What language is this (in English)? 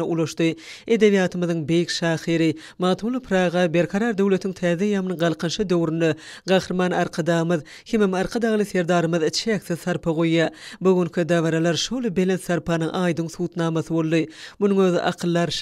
Turkmen